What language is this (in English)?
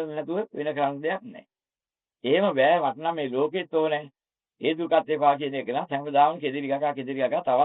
Sinhala